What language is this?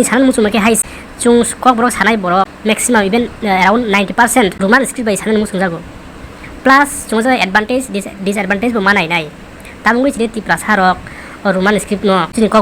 Kok Borok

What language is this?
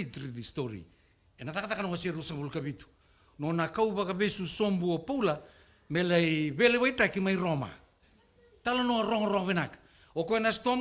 Fijian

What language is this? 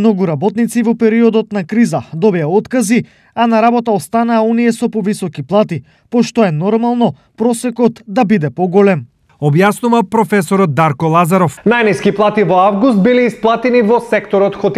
Macedonian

